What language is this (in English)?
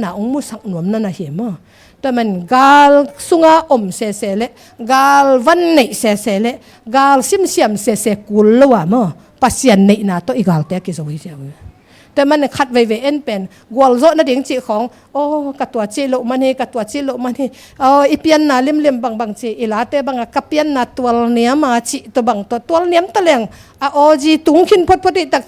Tedim Chin